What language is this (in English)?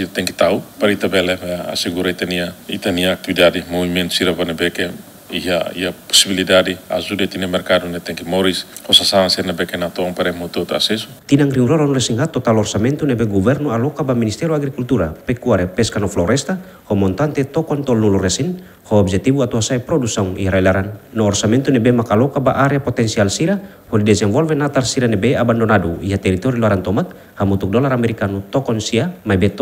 Tetum